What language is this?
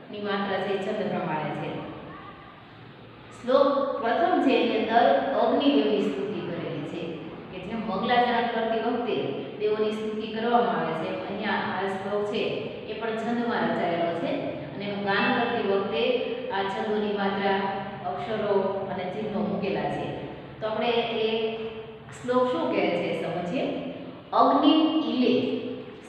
Gujarati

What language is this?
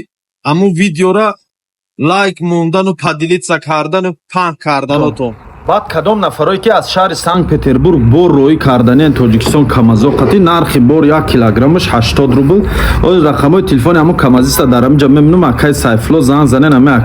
Tajik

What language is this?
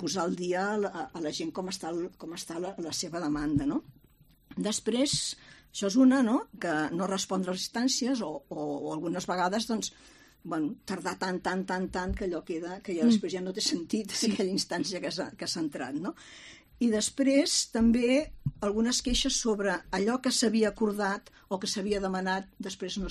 Catalan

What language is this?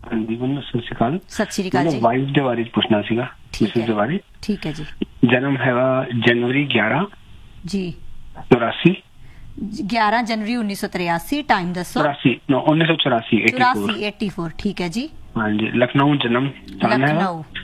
Punjabi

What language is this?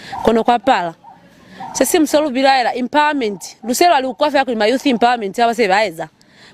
Lozi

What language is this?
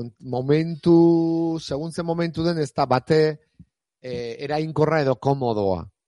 Basque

